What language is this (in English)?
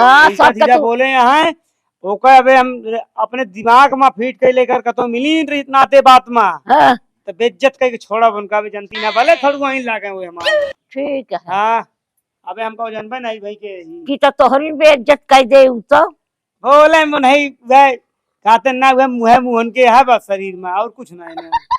Awadhi